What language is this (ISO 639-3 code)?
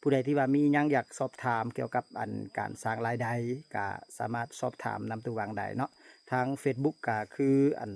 lao